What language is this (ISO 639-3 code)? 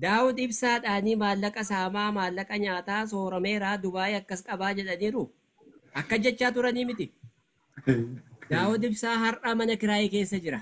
orm